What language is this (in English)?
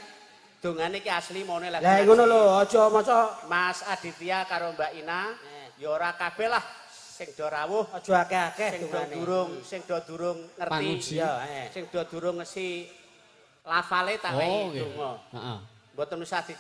Javanese